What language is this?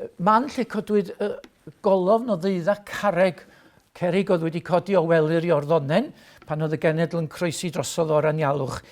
Welsh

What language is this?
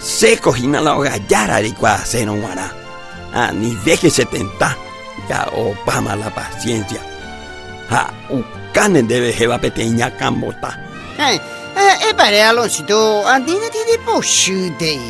Guarani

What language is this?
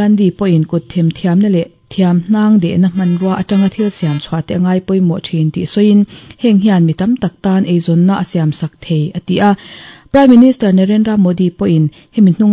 Mizo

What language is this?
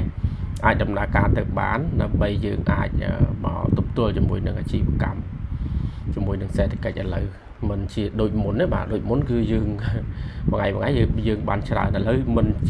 Khmer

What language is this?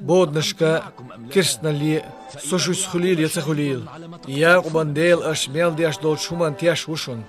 Chechen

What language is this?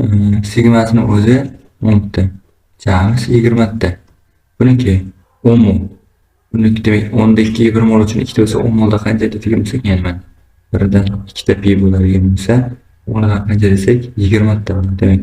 Uzbek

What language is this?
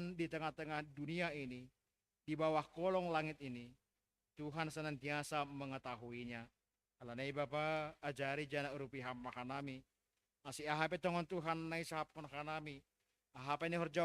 Batak Simalungun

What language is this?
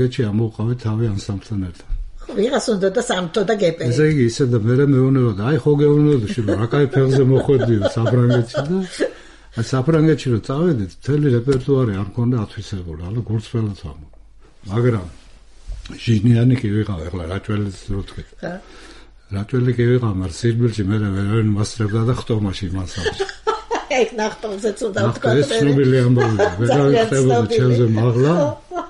Georgian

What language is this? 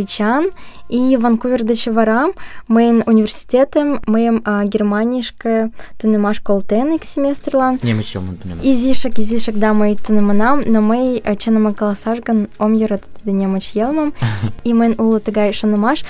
Mari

